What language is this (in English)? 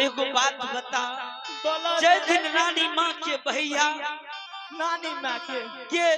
Maithili